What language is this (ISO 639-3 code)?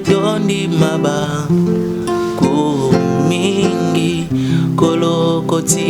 lin